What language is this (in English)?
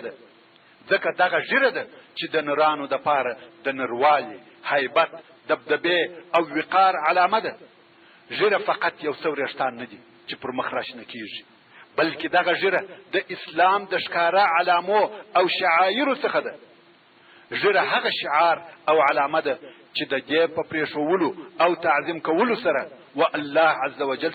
Pashto